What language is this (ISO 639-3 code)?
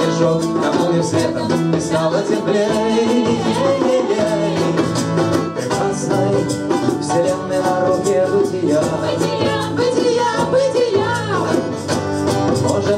rus